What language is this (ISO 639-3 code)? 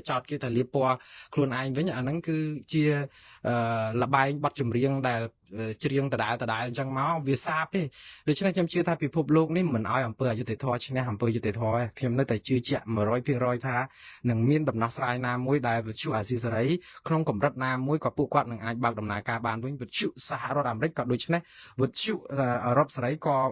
khm